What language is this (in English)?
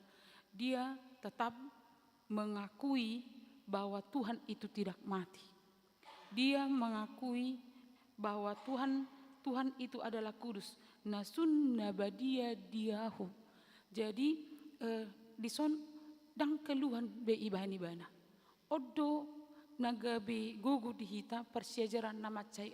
Batak Toba